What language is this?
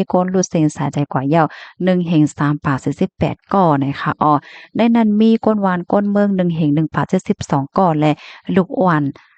Shan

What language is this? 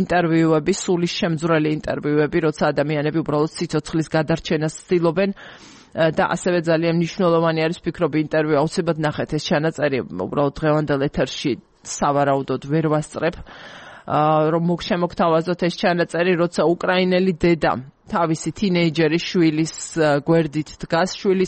Georgian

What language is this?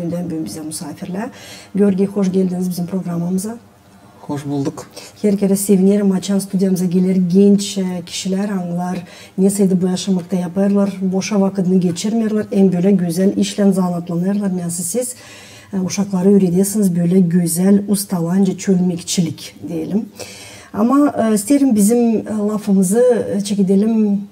Gagauz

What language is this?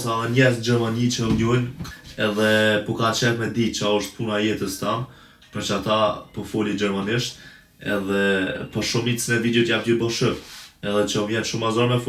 Albanian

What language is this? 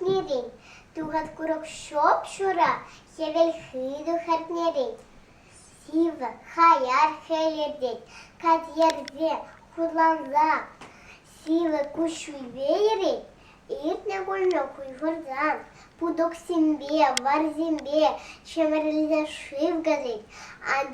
Chuvash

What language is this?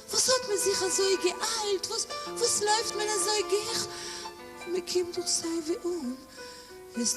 Yiddish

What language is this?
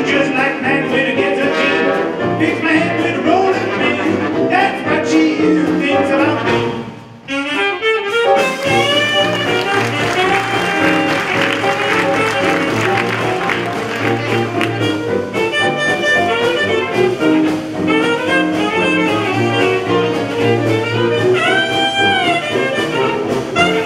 English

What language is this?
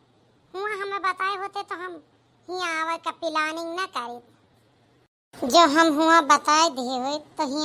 Awadhi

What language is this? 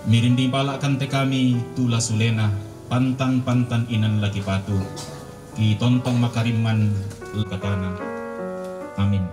Toraja-Sa'dan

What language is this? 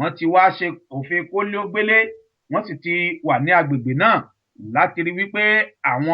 Yoruba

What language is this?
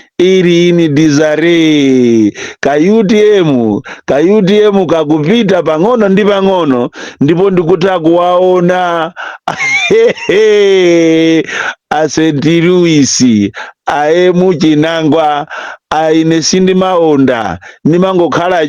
Nyanja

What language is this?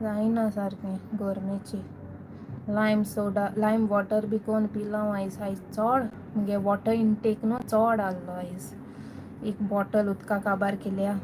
Konkani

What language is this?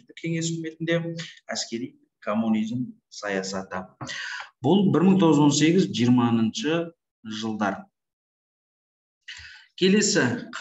Kazakh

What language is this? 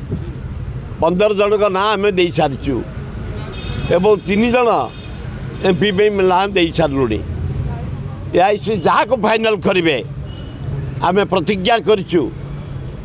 Odia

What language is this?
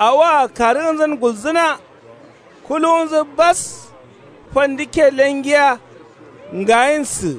Kanuri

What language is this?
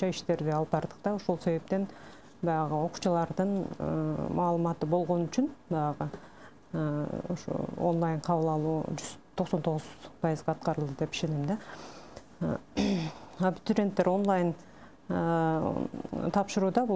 Kyrgyz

